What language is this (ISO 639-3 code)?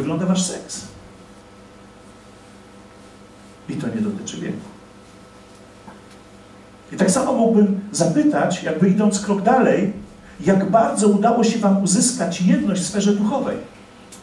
pol